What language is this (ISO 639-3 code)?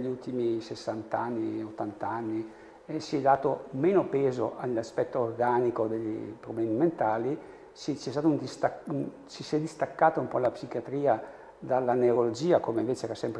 ita